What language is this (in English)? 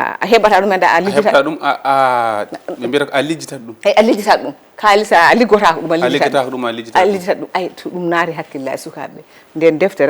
Fula